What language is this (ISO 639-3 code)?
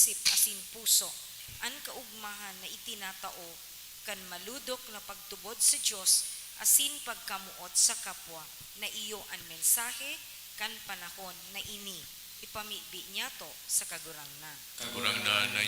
bik